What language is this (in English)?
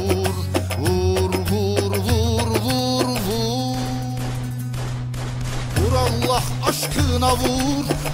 Turkish